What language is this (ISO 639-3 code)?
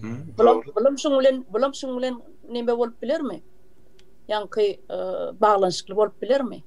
tuk